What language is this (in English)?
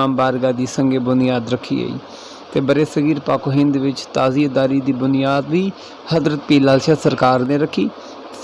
Saraiki